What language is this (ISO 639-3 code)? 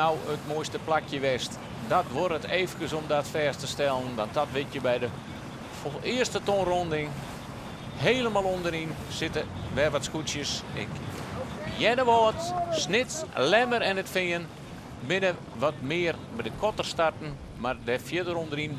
fry